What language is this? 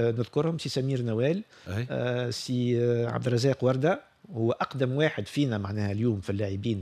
Tunisian Arabic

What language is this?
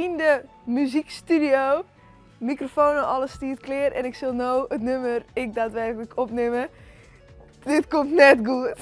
Western Frisian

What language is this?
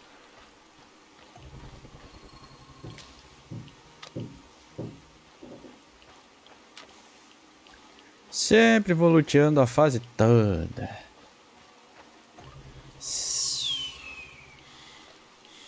Portuguese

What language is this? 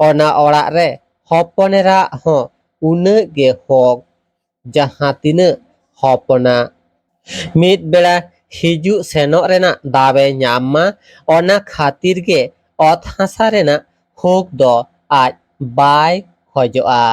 Santali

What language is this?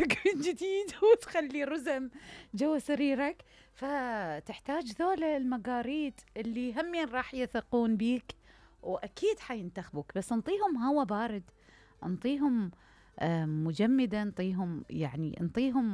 Mesopotamian Arabic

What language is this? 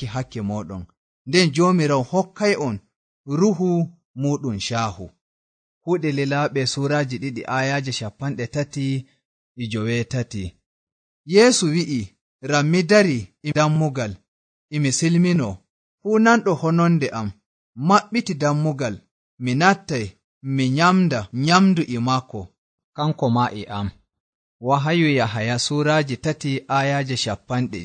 Nigerian Fulfulde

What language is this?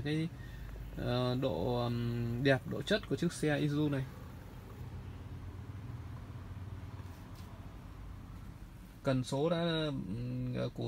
Vietnamese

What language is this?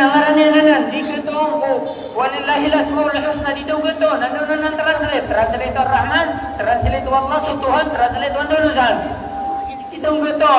Maranao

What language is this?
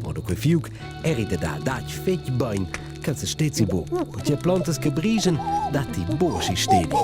Romansh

